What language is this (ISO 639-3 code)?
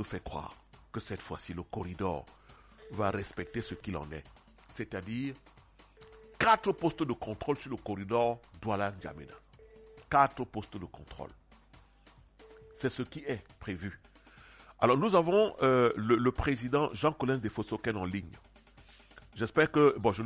fra